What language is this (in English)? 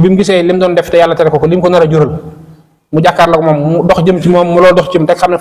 Wolof